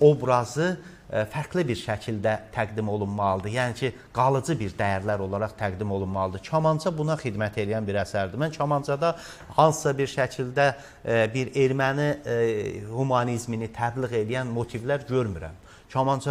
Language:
Azerbaijani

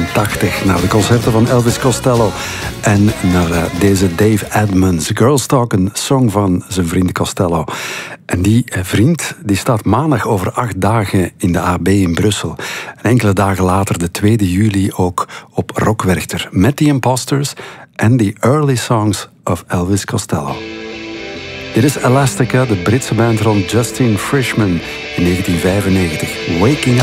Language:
Dutch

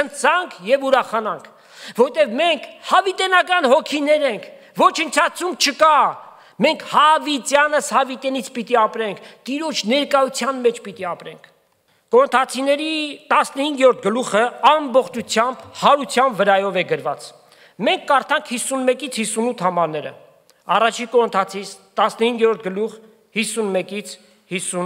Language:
Armenian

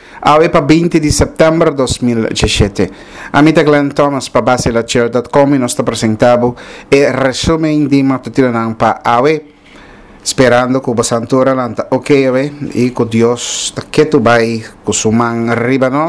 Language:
Papiamento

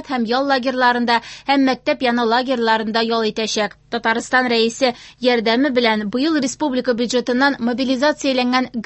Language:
Tatar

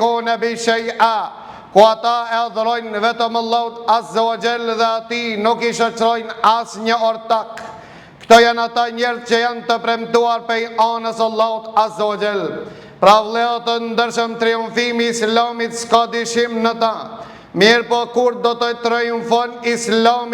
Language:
Albanian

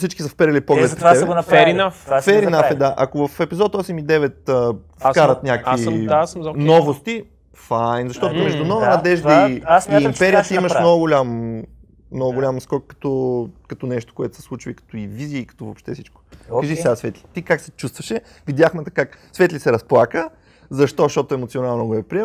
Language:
Bulgarian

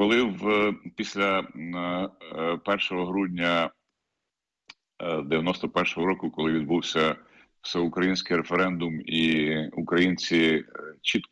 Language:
Ukrainian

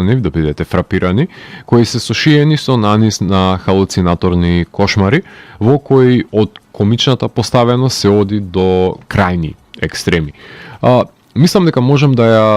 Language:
Macedonian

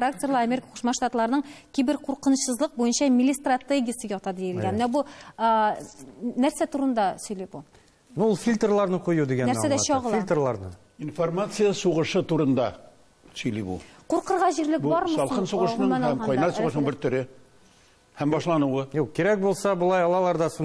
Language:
Tatar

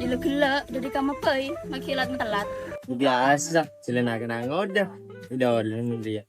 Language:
Madurese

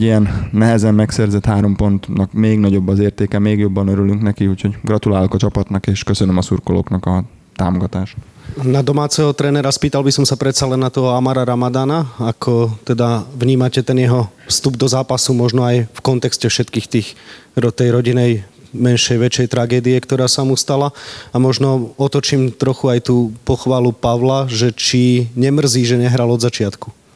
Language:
Slovak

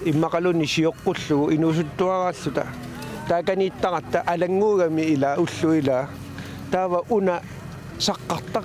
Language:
Kalaallisut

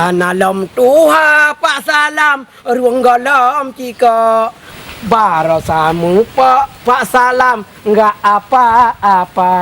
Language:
Achinese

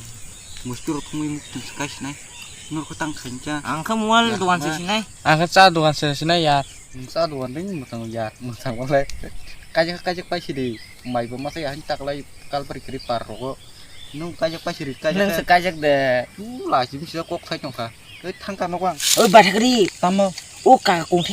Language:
Kok Borok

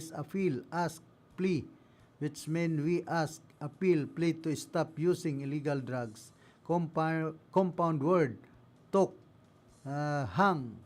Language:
Bikol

